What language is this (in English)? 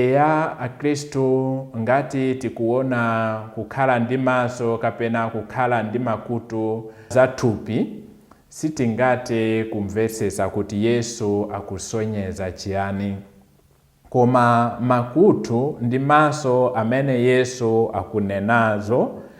Nyanja